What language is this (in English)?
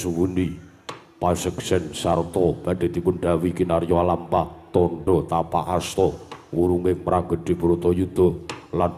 Javanese